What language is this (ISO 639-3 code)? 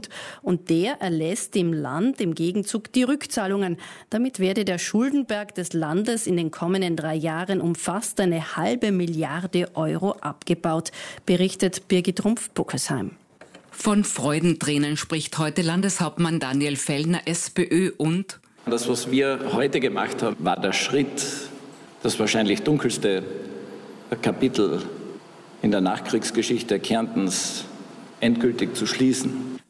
deu